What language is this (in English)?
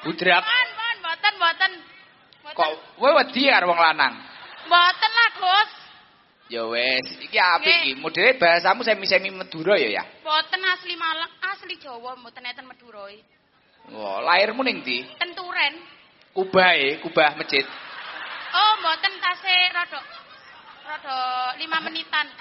Javanese